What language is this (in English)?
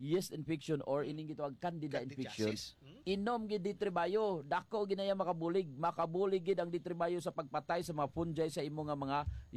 Hiligaynon